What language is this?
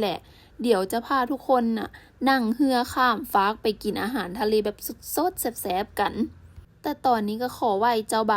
Lao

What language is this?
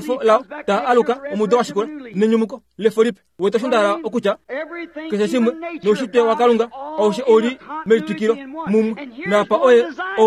Kuanyama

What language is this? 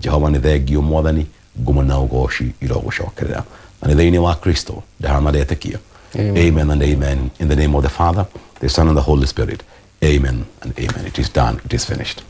Kikuyu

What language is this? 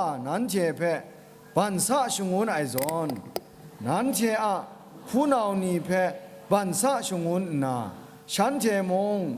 Kachin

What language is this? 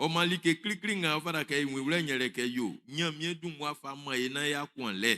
Baoulé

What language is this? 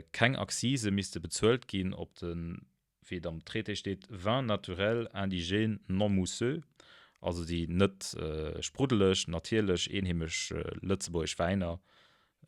Luxembourgish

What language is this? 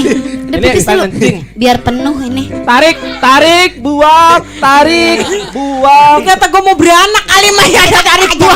Betawi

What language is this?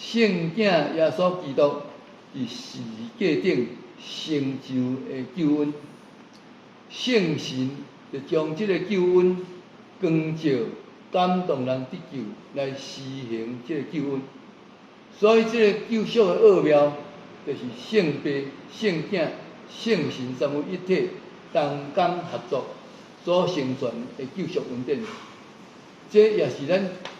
Min Nan Chinese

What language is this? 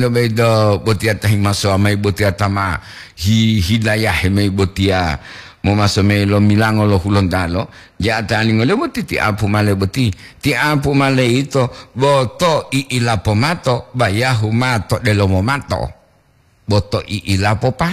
Gorontalo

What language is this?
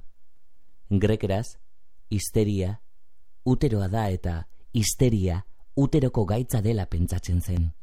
Basque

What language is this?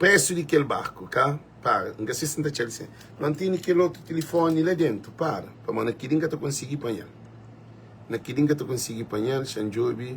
Kabuverdianu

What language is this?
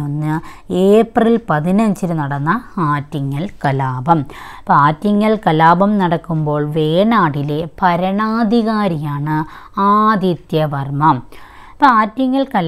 Malayalam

